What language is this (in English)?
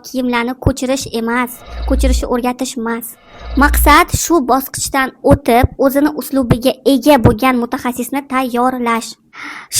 Uzbek